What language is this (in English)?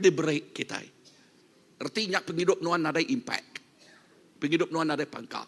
Iban